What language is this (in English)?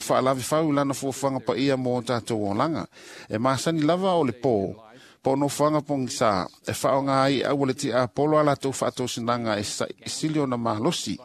Samoan